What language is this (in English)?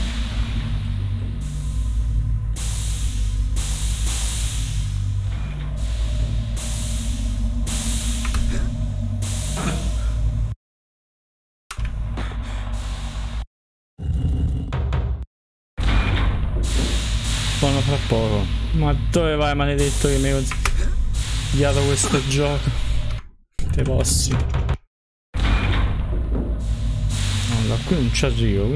Italian